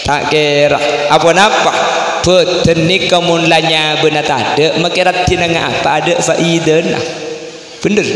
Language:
Madurese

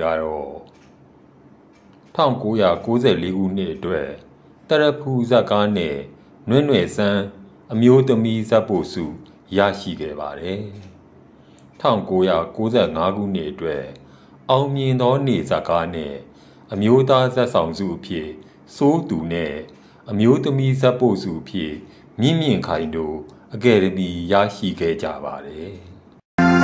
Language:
Burmese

